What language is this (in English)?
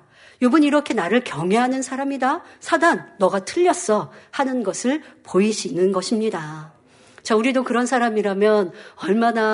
Korean